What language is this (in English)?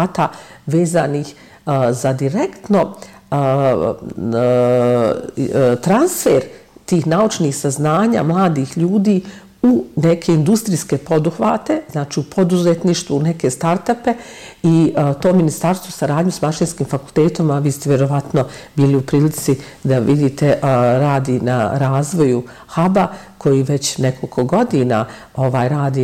Bosnian